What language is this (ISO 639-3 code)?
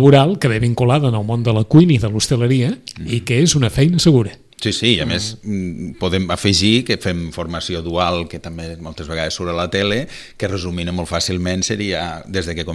cat